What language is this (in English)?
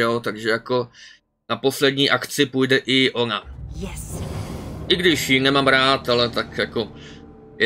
Czech